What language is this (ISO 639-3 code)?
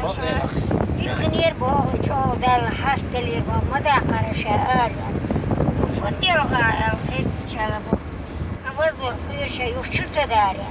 che